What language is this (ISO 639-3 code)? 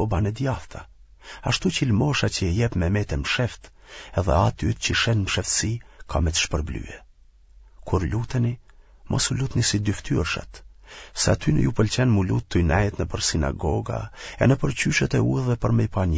sqi